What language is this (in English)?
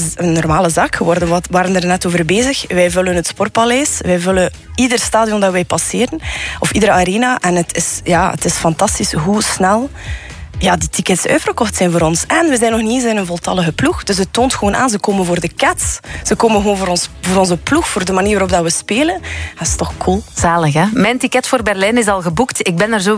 Dutch